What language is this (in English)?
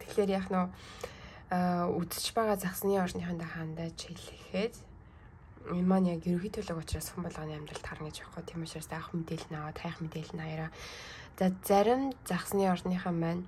Mongolian